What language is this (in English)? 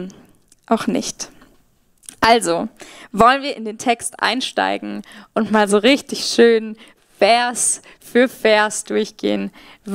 Swiss German